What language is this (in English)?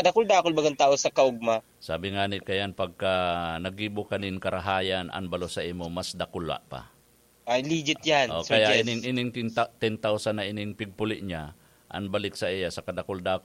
Bikol